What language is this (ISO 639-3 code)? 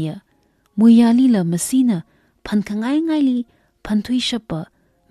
nmf